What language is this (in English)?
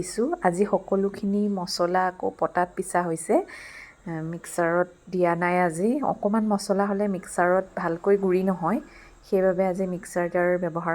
Assamese